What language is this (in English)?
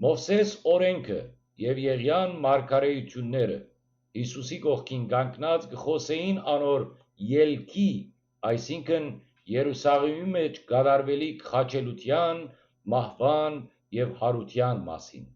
Western Armenian